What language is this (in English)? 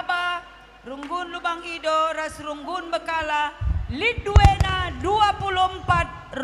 Batak Karo